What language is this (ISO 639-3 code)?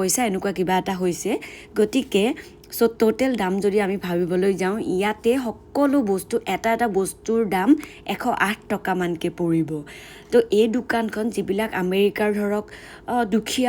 asm